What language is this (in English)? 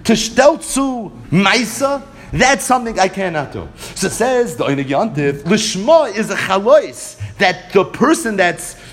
English